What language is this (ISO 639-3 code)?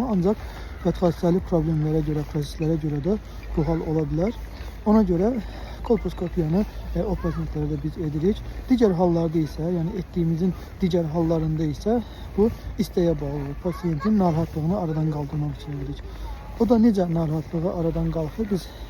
aze